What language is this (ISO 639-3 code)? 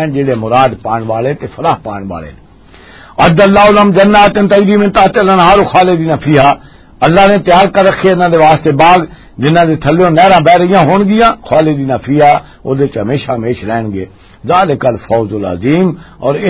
lah